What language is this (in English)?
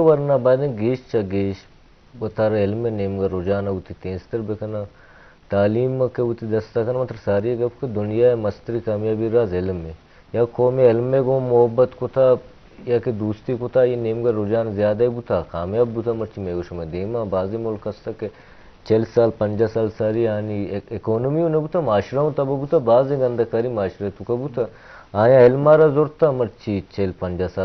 Eastern Balochi